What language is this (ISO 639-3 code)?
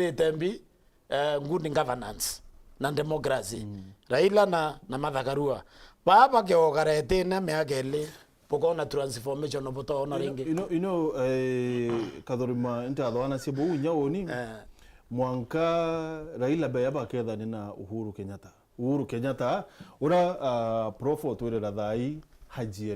mer